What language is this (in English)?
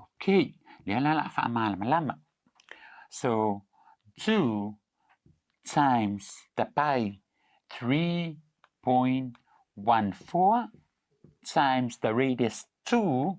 Samoan